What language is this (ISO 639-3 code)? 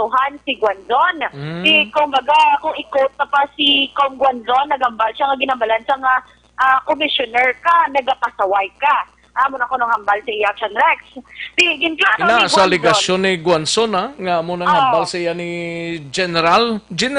hil